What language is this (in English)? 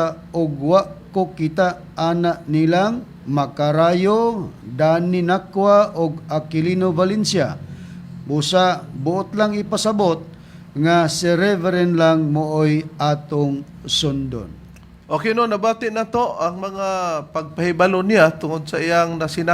Cebuano